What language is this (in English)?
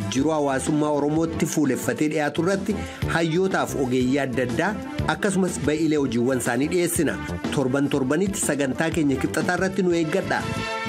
Oromo